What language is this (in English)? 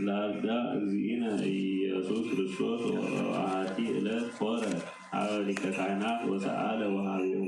Geez